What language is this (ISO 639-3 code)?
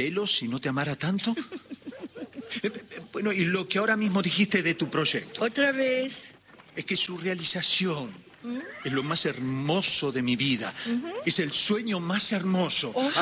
spa